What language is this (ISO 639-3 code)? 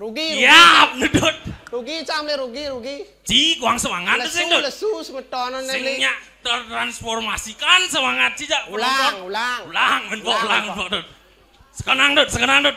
ban